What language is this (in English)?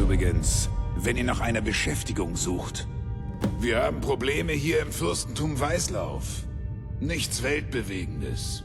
Bavarian